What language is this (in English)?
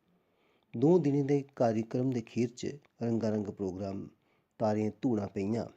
Dogri